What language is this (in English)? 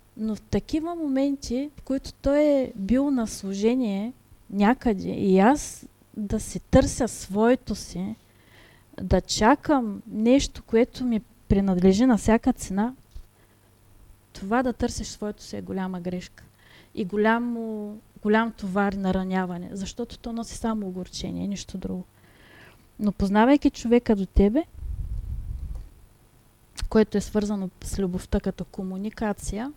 Bulgarian